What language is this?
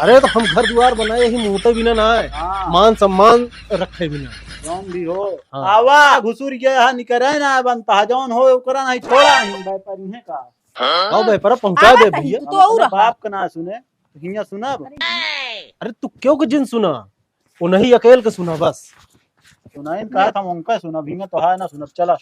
Awadhi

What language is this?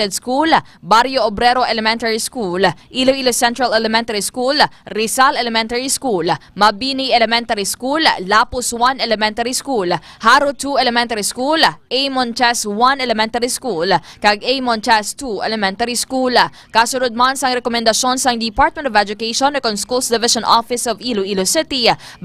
Hiligaynon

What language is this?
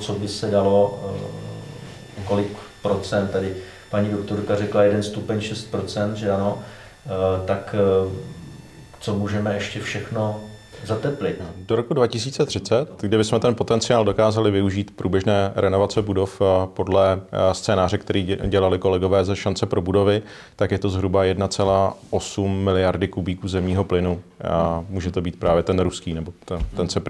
Czech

